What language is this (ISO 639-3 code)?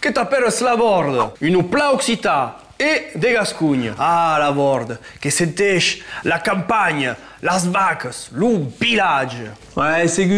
oci